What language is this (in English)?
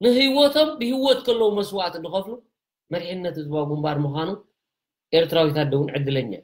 Tigrinya